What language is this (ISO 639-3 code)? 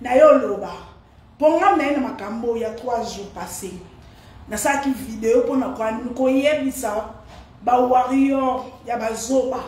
lin